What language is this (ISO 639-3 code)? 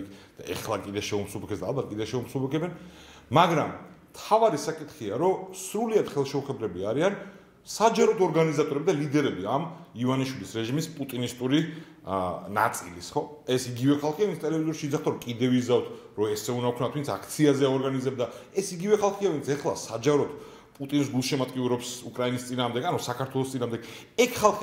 kat